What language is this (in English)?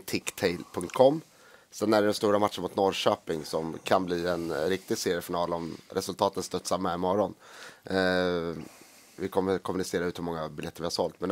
Swedish